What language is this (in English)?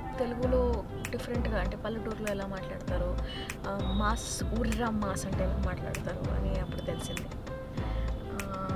Telugu